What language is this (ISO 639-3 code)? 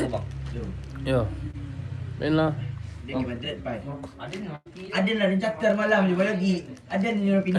min